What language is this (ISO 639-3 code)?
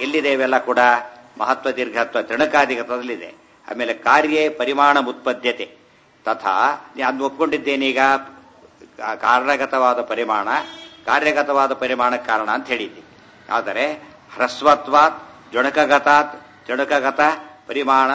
kan